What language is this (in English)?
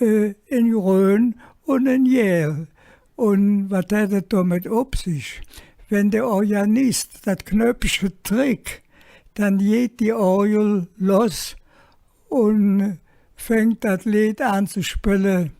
Colognian